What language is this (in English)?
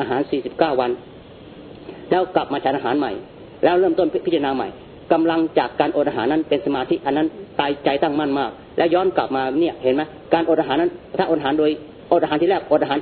Thai